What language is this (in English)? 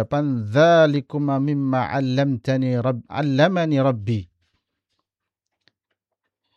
Indonesian